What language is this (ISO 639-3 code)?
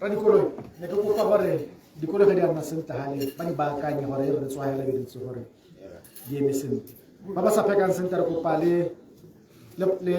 tsn